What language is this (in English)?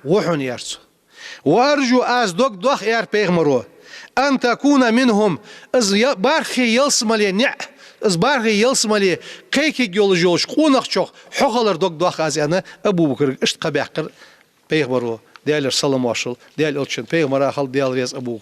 Ingush